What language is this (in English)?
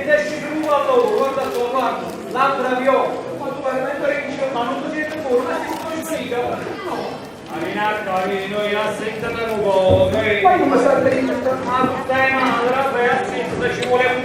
Neapolitan